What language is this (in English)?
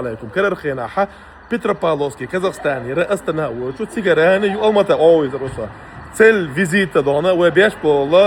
Chechen